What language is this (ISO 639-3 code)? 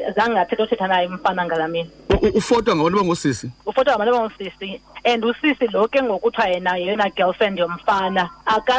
xho